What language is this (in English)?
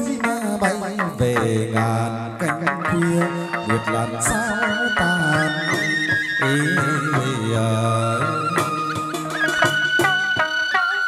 Vietnamese